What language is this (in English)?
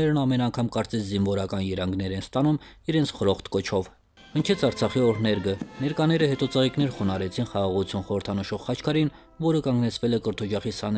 Armenian